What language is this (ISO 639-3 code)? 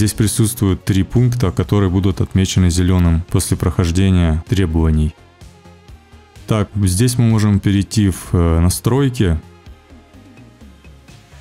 rus